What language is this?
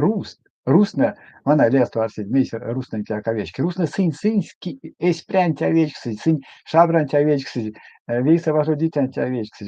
Erzya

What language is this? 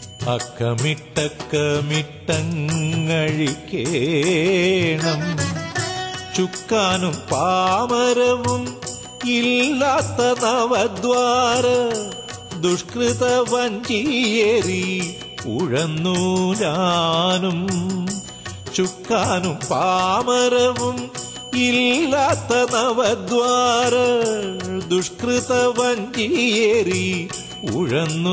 Malayalam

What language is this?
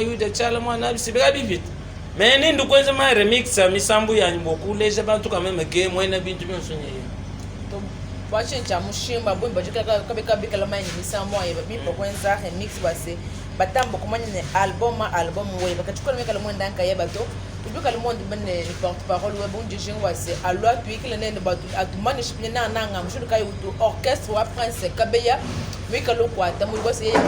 Luba-Lulua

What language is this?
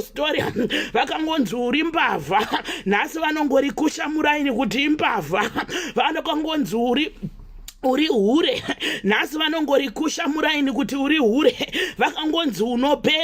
Shona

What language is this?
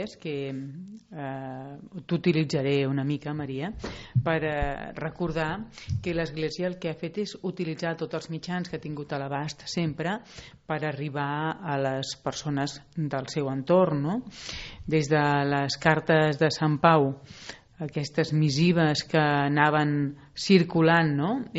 Catalan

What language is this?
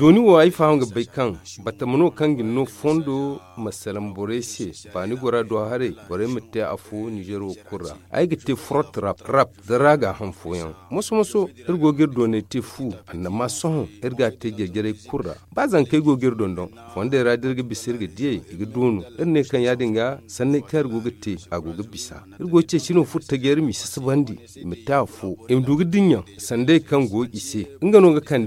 Zarma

